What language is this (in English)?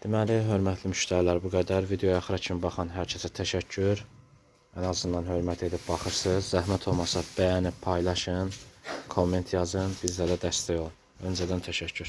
Azerbaijani